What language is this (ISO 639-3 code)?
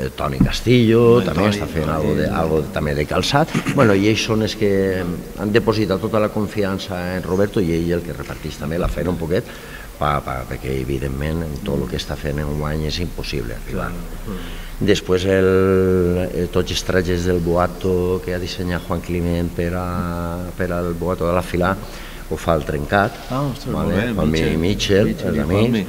cat